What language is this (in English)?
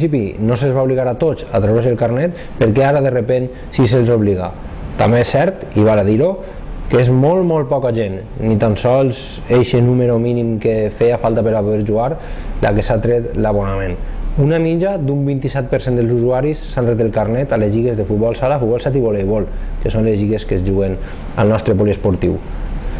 Catalan